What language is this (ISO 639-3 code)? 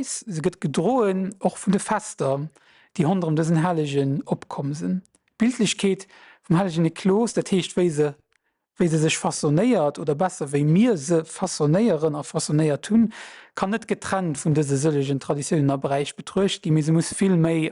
ltz